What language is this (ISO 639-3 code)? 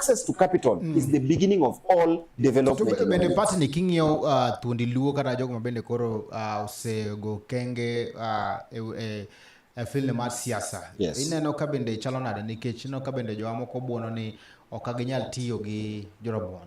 luo